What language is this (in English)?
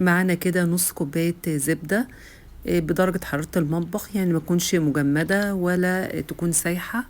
Egyptian Arabic